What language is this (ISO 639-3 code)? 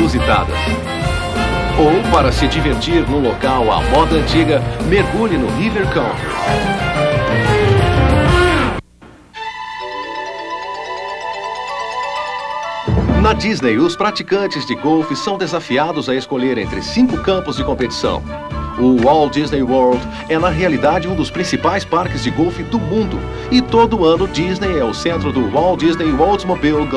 por